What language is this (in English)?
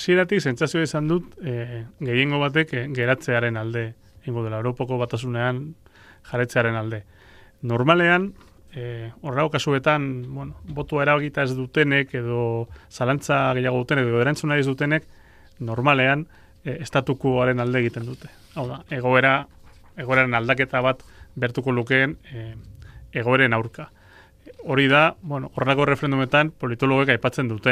Basque